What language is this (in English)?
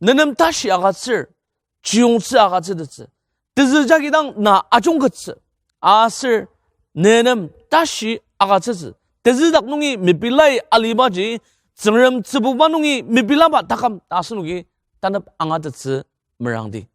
Ao Naga